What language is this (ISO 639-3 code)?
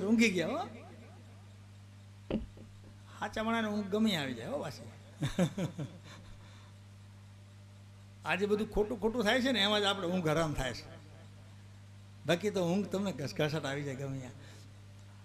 guj